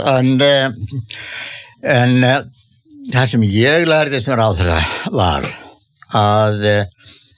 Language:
Icelandic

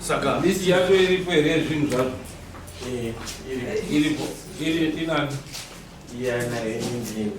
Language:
Shona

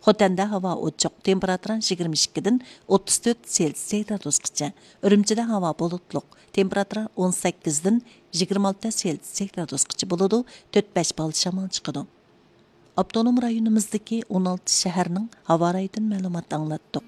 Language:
Uyghur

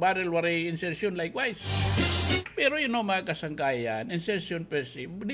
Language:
Waray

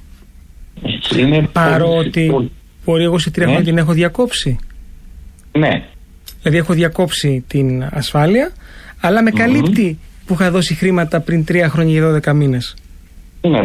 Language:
Greek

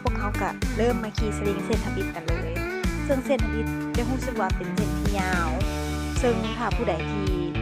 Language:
Lao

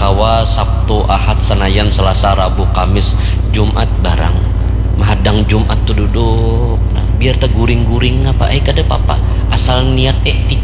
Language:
Banjar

